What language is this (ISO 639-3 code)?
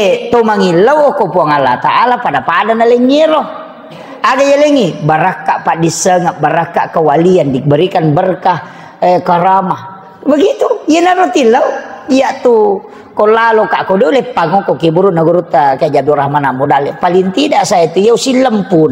bug